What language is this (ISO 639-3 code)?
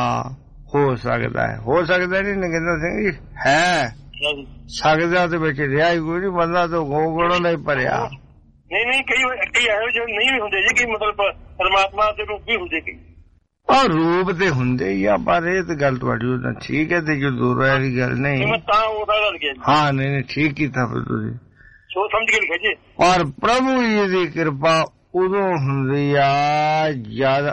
pan